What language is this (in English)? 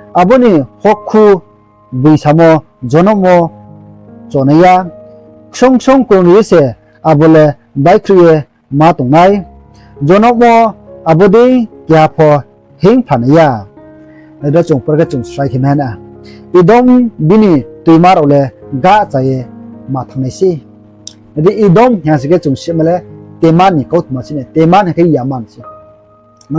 Riang (India)